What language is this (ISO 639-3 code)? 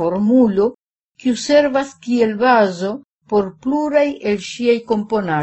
epo